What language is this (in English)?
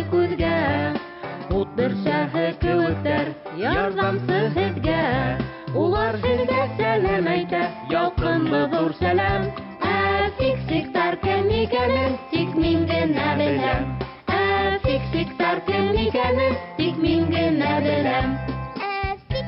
Bashkir